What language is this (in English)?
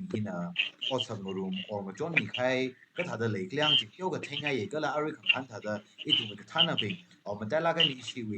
Tangkhul Naga (India)